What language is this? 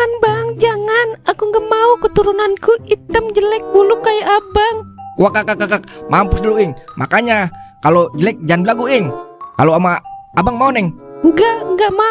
Betawi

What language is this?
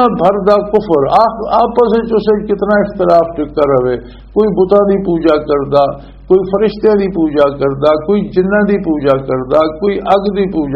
Western Panjabi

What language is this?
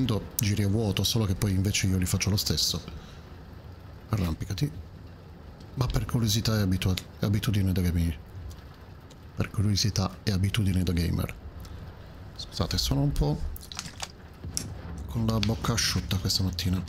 Italian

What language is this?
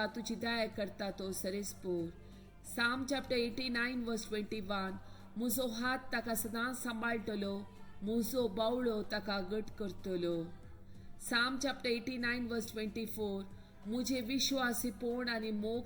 Konkani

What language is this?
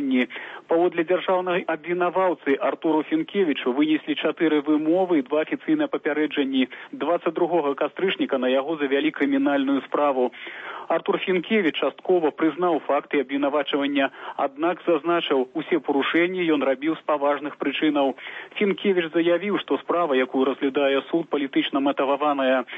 Belarusian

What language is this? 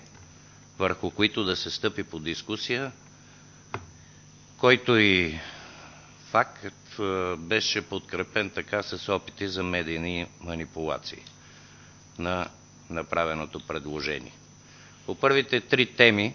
Bulgarian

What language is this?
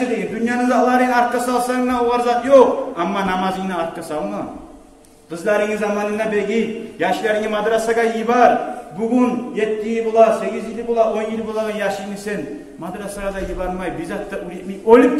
Kumyk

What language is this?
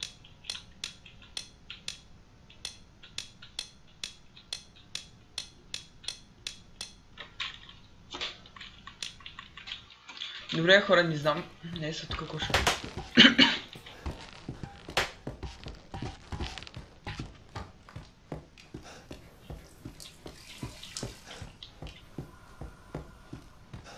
Bulgarian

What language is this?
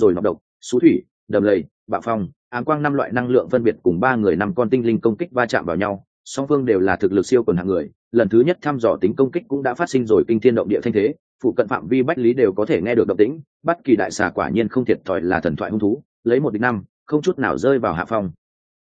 Vietnamese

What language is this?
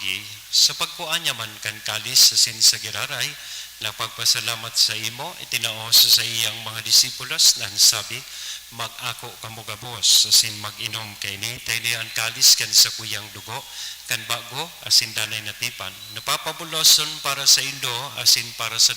Bikol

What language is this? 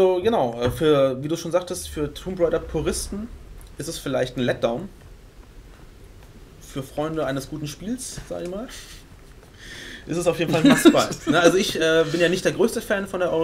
German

